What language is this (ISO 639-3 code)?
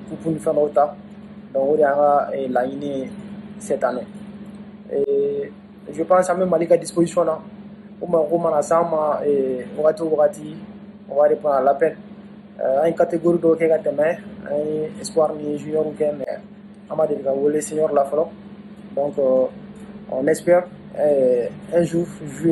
bam